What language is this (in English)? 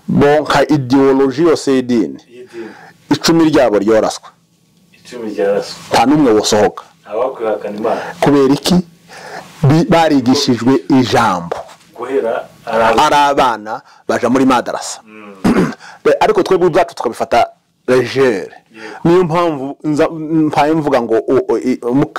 Kinyarwanda